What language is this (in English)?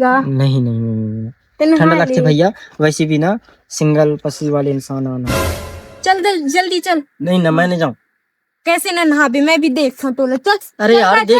Chhattisgarhi